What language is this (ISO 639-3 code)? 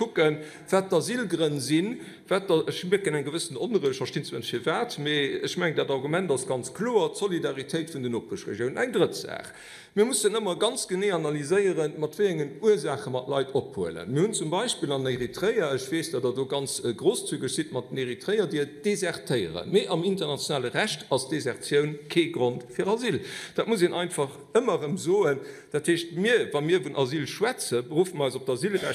ltz